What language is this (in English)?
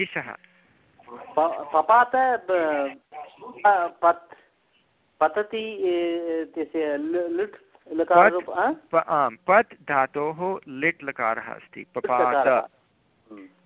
Sanskrit